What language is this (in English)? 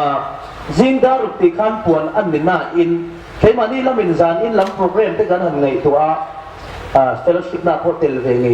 Hmar